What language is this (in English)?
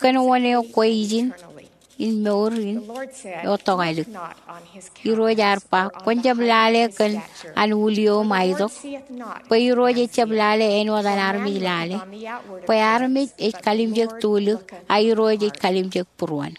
Marshallese